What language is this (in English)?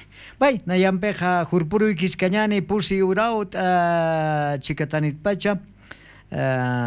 South Bolivian Quechua